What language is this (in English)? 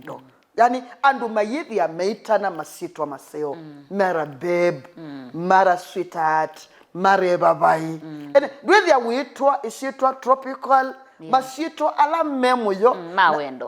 Kamba